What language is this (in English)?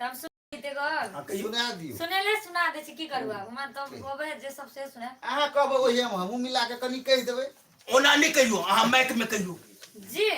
Maithili